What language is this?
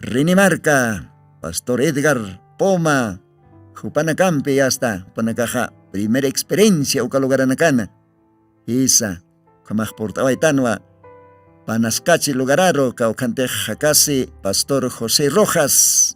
Aymara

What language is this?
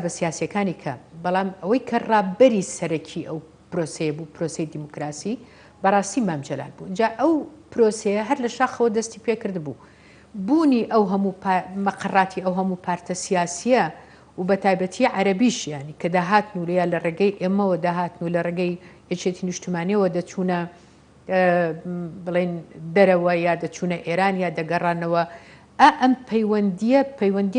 Central Kurdish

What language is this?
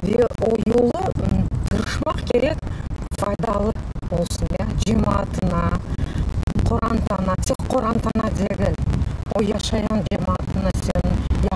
Crimean Tatar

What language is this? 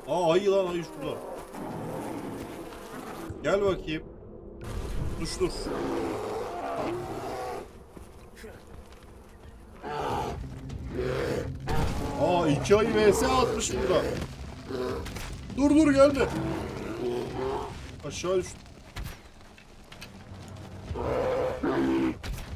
Turkish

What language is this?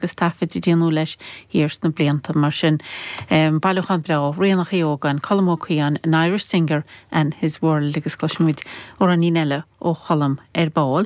Irish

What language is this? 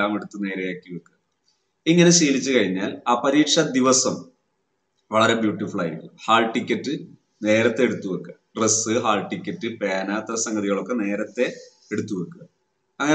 Malayalam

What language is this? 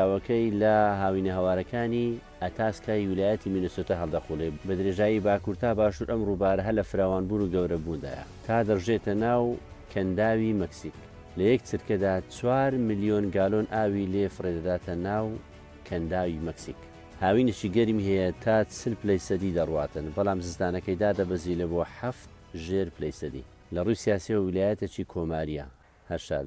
Central Kurdish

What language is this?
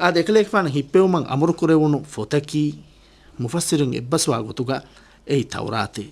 Divehi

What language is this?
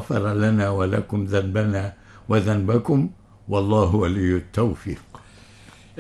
Arabic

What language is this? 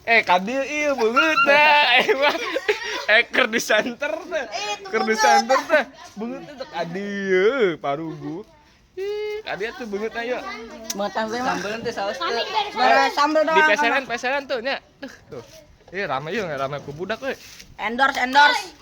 Sundanese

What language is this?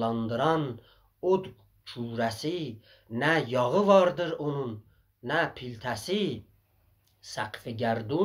South Azerbaijani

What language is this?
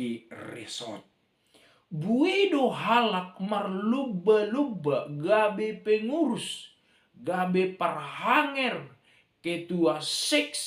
Batak Simalungun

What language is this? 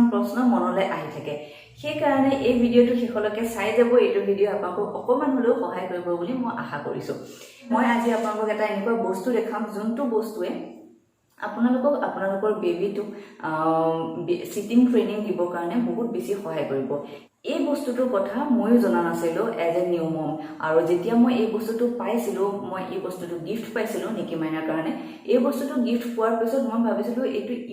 Assamese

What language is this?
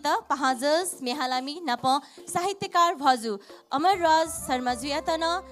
Newari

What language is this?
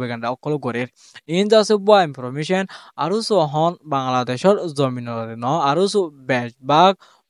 Rohingya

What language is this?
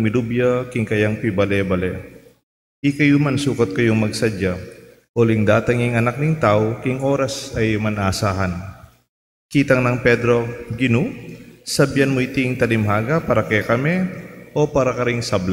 Pampanga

